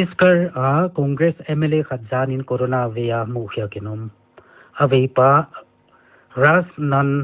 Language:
Paite Chin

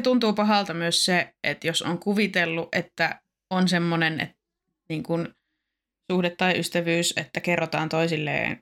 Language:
Finnish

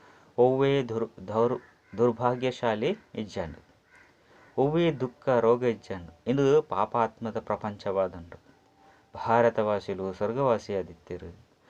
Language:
Tulu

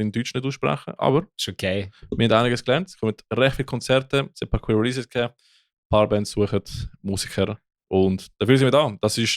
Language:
Swiss German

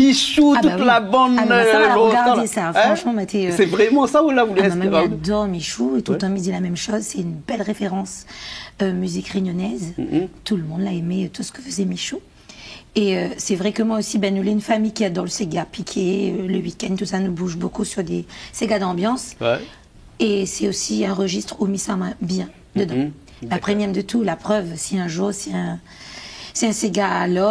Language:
Réunion Creole French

